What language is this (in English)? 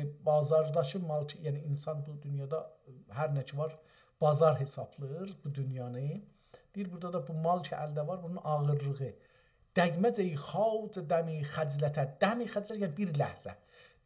South Azerbaijani